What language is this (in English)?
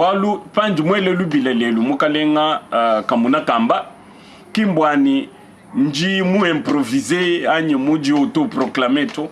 Luba-Lulua